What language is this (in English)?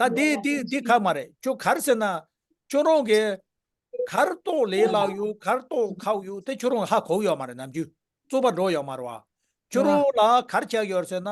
Tibetan